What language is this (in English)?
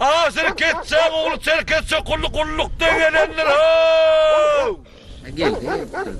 Turkmen